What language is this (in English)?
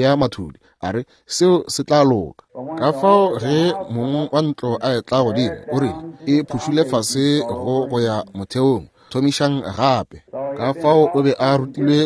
Northern Sotho